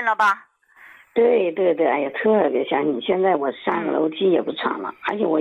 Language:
Chinese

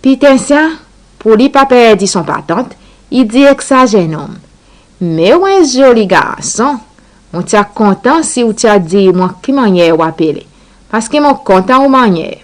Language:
Seselwa Creole French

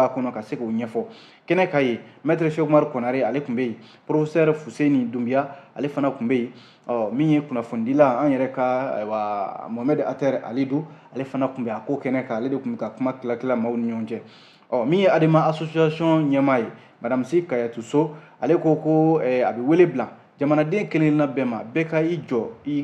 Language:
Bambara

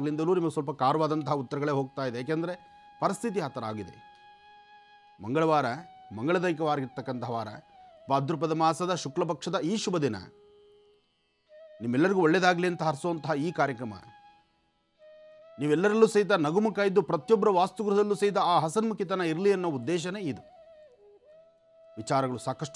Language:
Kannada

